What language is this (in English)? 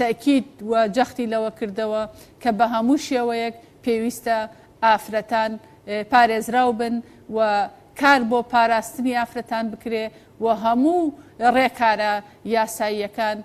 Central Kurdish